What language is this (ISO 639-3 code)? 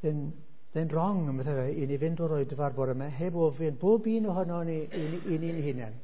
cym